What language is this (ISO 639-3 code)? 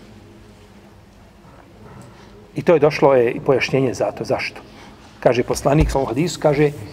bos